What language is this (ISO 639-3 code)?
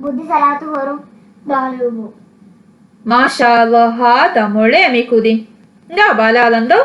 div